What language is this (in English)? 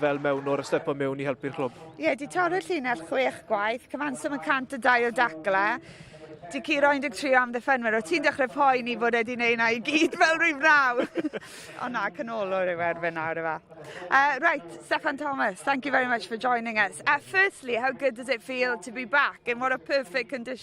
Welsh